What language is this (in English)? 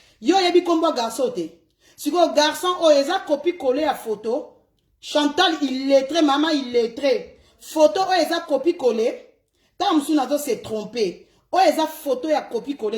Lingala